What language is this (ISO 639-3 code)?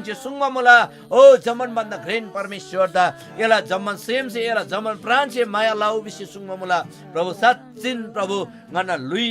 taj